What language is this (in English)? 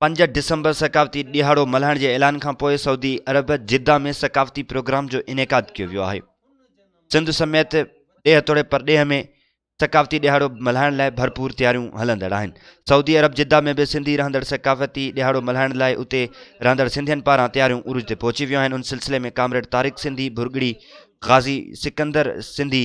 Sindhi